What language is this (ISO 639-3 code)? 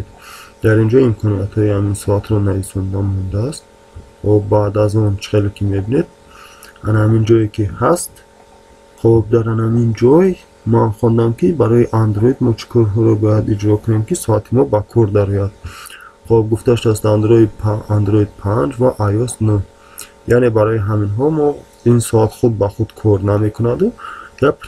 tgk